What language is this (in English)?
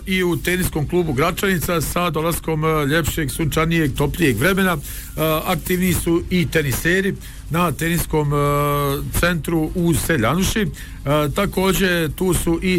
Bosnian